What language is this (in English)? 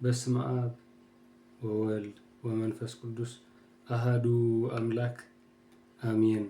Tigrinya